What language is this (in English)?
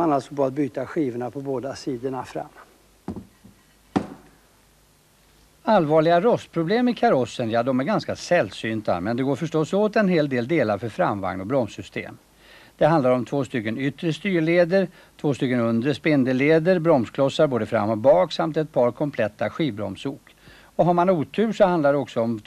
Swedish